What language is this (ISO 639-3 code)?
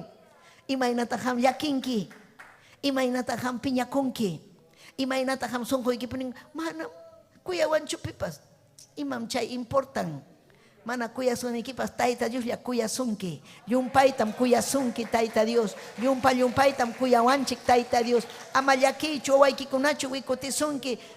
quy